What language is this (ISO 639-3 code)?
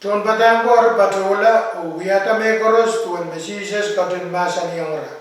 pon